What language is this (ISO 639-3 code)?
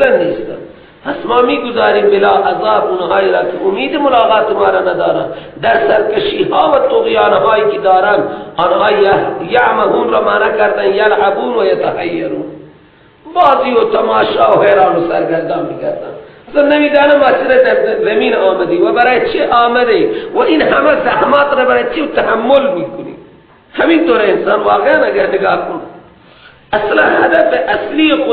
fas